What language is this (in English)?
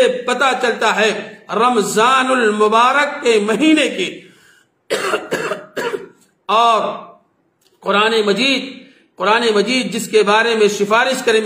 Urdu